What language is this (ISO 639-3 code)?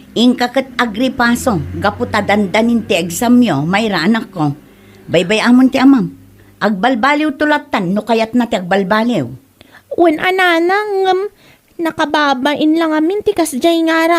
ilo